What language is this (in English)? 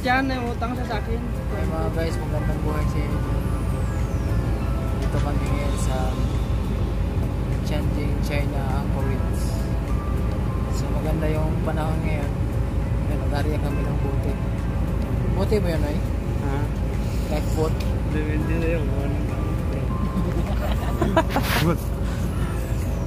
Filipino